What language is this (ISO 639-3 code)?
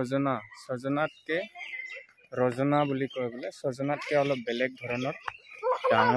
asm